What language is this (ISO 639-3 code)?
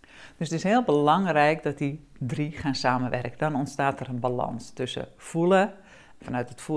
nld